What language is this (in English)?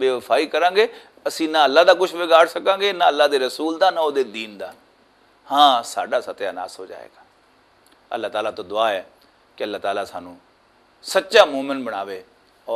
Western Panjabi